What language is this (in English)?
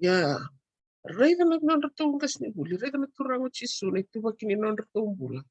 Fijian